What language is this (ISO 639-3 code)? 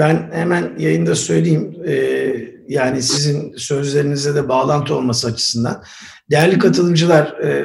tur